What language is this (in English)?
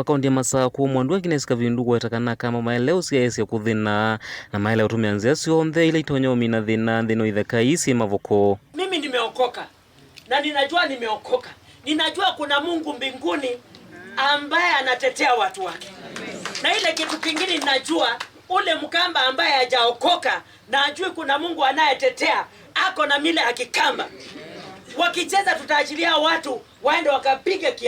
Kamba